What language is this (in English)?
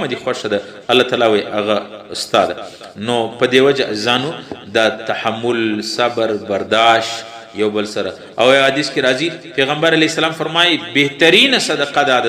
Pashto